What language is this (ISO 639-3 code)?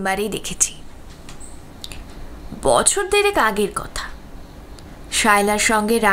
ben